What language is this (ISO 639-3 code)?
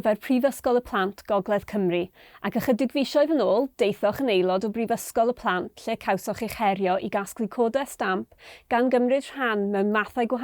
cym